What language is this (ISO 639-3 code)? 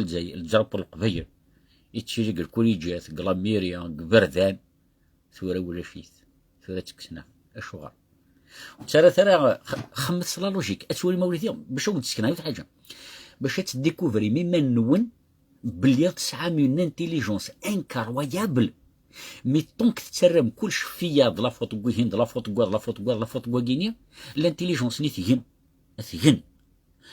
kab